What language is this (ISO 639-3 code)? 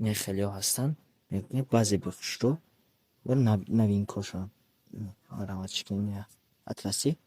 tgk